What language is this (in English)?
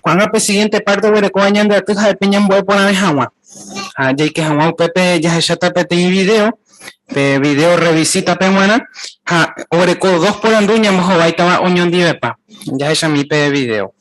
Guarani